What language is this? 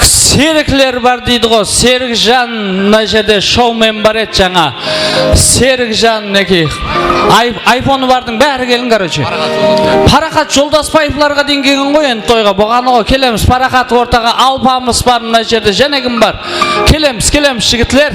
Kara-Kalpak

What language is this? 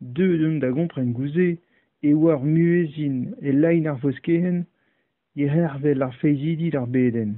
Breton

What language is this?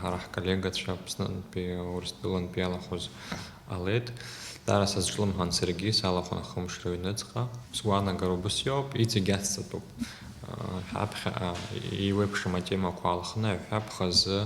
Abkhazian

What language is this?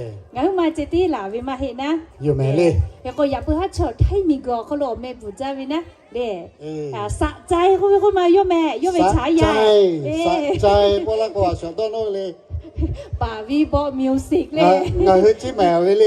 Lahu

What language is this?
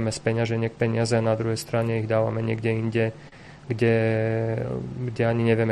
Slovak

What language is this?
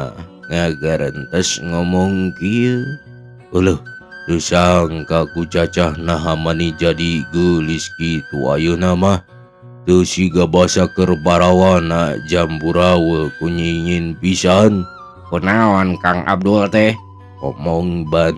Sundanese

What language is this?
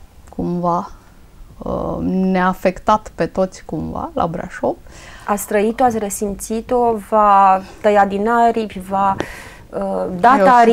Romanian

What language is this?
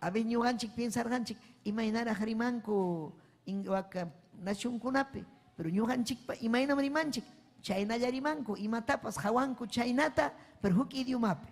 Ayacucho Quechua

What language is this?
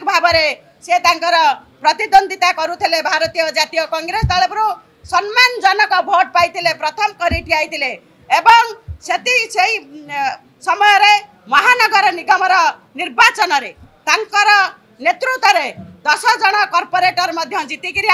Odia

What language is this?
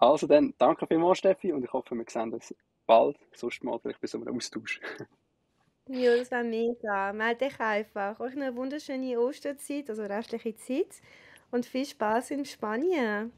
Swiss German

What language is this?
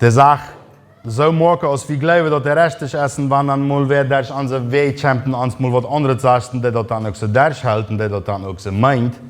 Plautdietsch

